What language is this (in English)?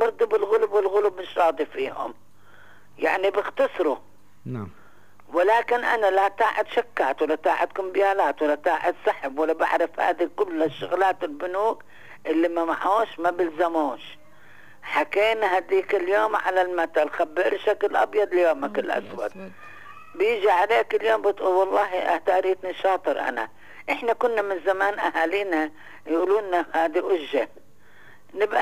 North Levantine Arabic